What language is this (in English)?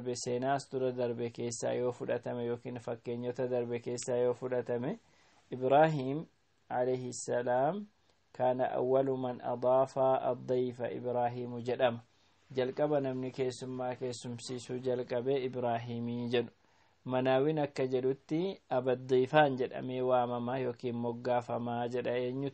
Oromo